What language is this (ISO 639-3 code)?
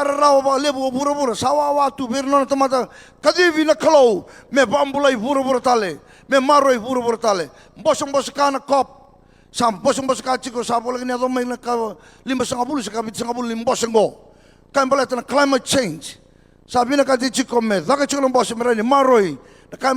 fij